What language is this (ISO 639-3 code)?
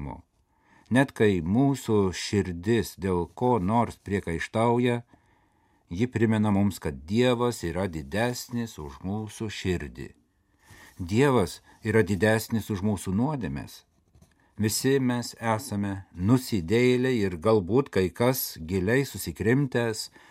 lit